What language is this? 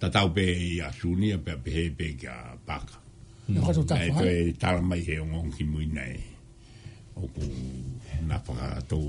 Tongan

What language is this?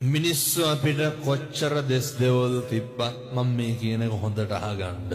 Sinhala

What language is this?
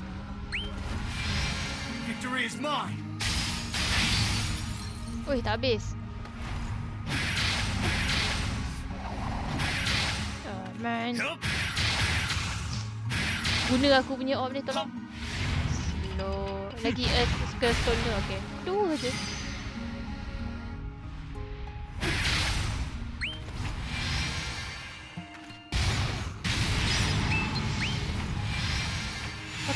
Malay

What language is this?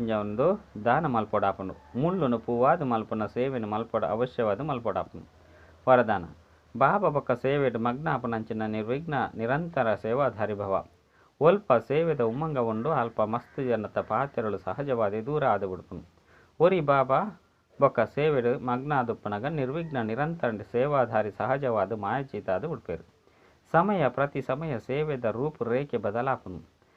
Tulu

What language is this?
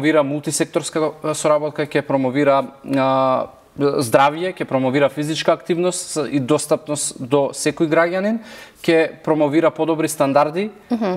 Macedonian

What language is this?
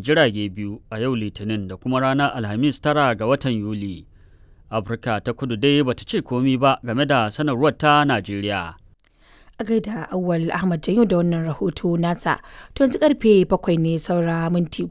Hausa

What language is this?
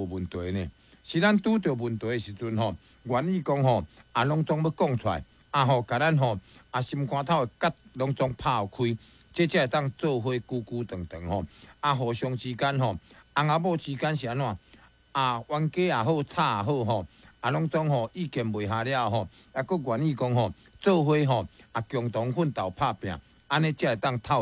Min Nan Chinese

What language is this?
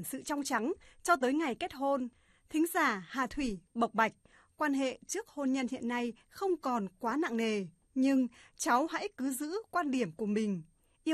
Vietnamese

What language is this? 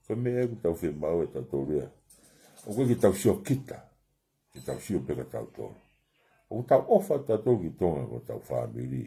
Tongan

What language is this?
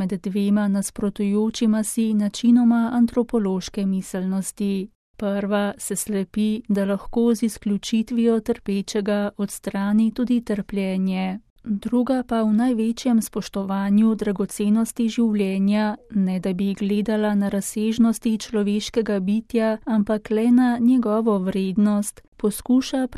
Slovenian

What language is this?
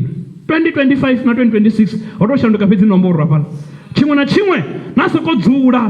Venda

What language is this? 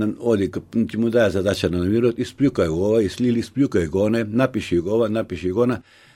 Macedonian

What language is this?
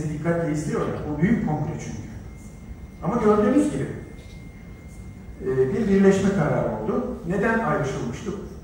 Turkish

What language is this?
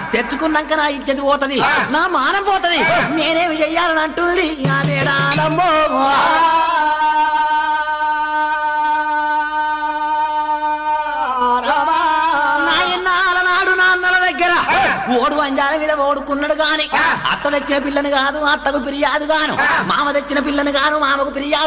Telugu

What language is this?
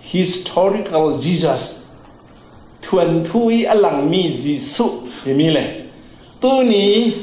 Falam Chin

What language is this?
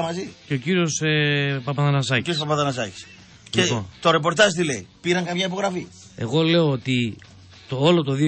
Greek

